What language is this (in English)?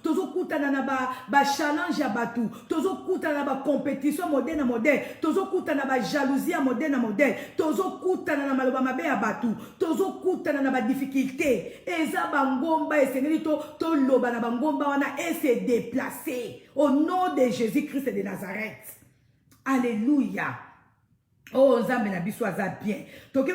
Lingala